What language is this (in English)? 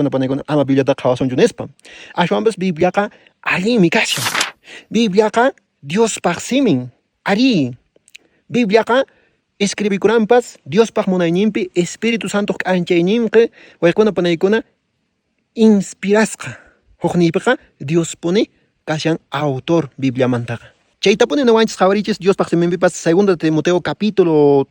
Quechua